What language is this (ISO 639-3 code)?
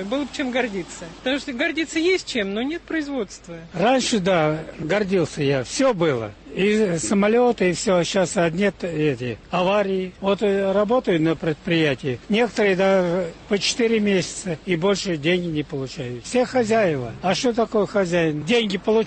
rus